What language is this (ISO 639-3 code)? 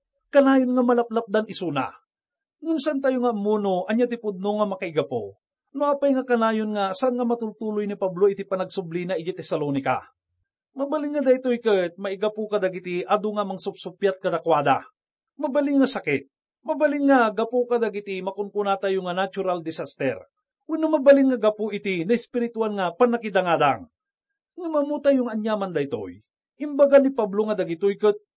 ilo